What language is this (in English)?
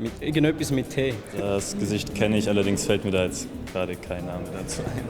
Swiss German